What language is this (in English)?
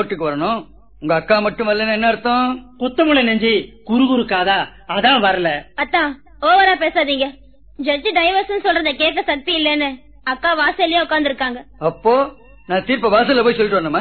Tamil